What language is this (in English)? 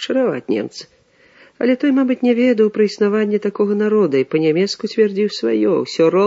Belarusian